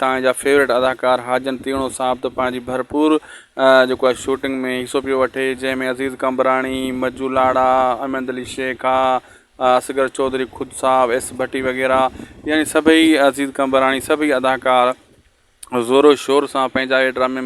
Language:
Sindhi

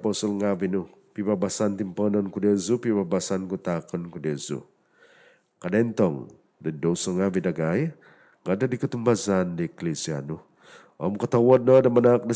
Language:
Central Dusun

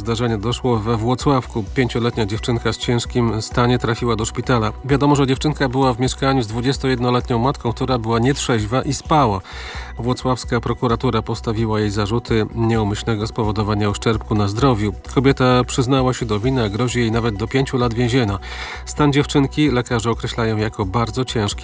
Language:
Polish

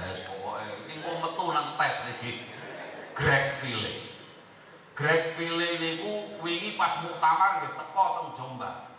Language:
Javanese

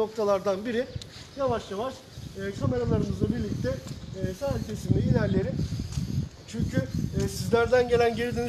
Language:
Turkish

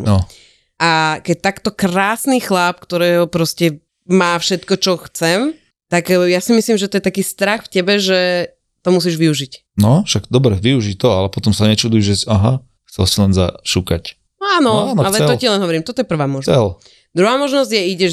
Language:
Slovak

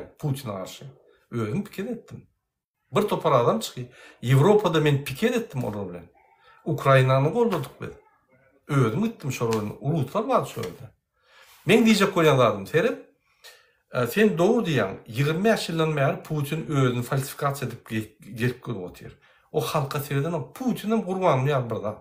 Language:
Turkmen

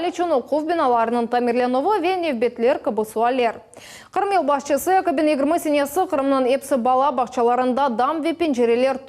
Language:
Crimean Tatar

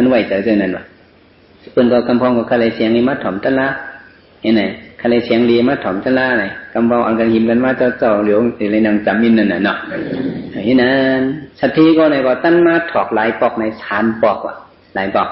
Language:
Shan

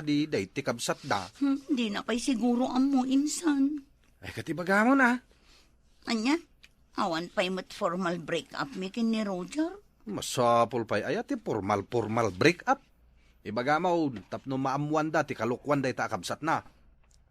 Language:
Iloko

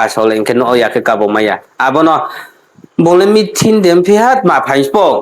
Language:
Riang (India)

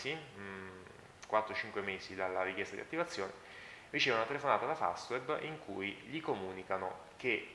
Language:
Italian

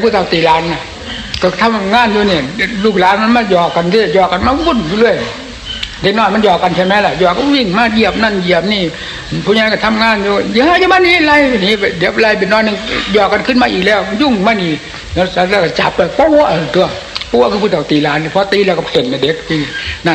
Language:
Thai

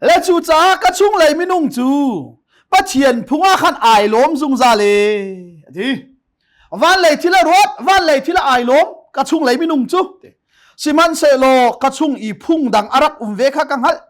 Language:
Hakha Chin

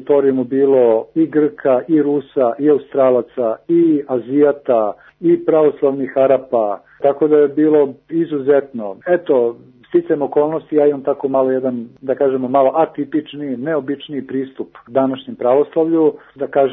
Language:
Serbian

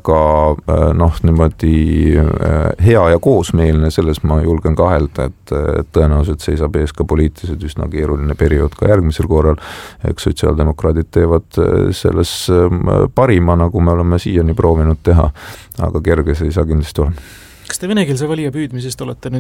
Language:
Estonian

